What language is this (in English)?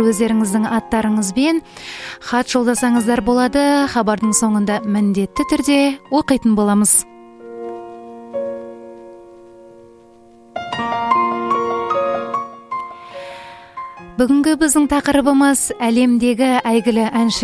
Kazakh